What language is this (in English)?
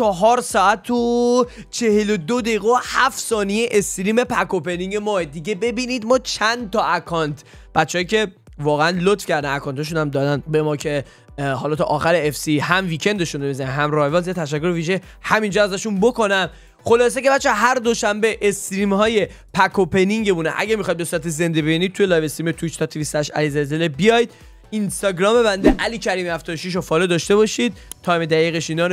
Persian